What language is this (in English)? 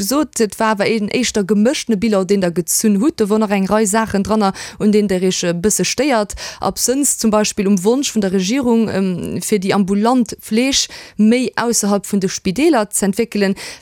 Luxembourgish